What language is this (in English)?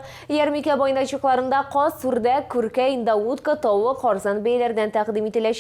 Tatar